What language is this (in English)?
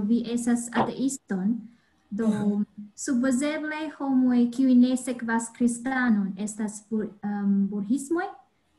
Esperanto